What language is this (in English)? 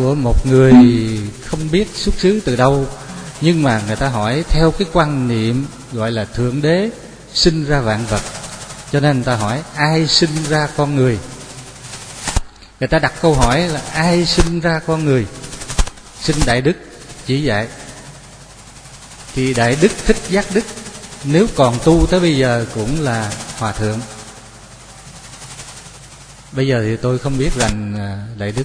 Vietnamese